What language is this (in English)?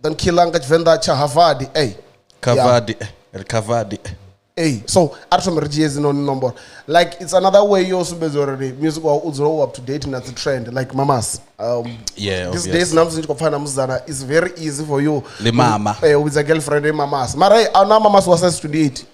Venda